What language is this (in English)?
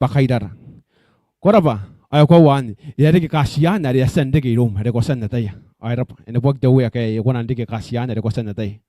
Gilbertese